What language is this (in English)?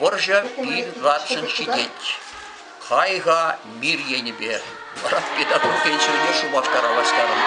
Chuvash